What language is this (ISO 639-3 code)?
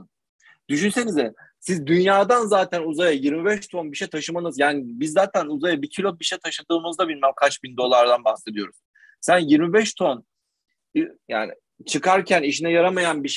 tur